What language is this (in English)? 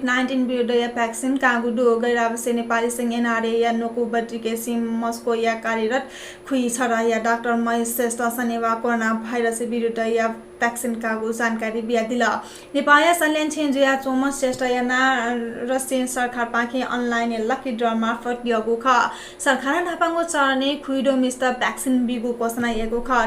Newari